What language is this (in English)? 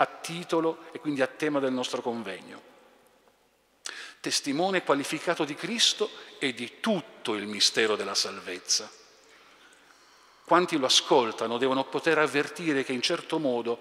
Italian